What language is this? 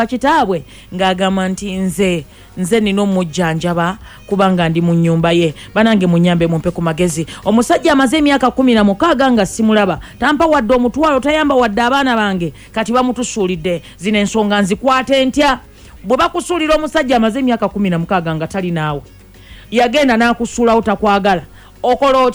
Ganda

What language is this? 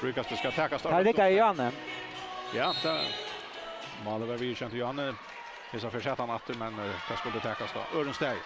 Faroese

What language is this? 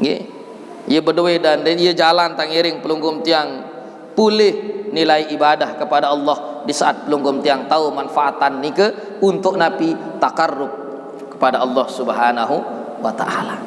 Sasak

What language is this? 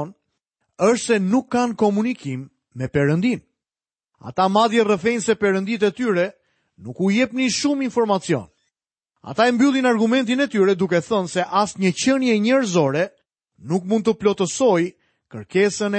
Albanian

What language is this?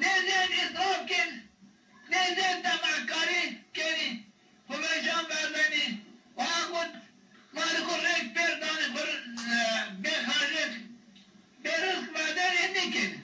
Zaza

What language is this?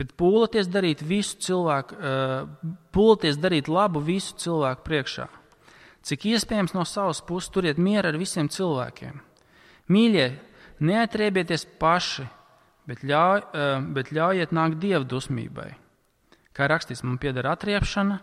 Latvian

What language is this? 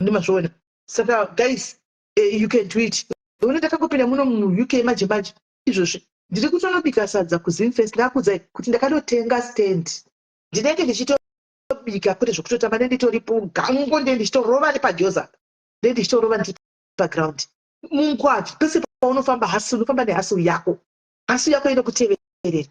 Shona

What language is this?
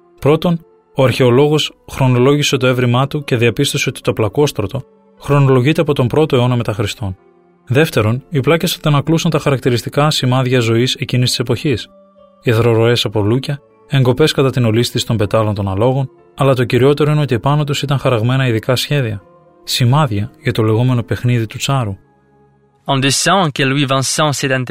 Greek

